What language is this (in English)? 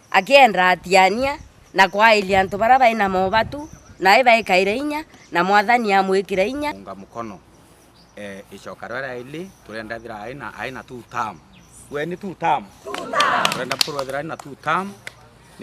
Meru